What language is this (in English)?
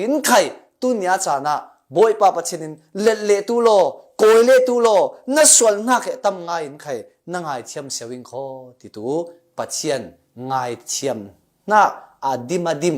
Falam Chin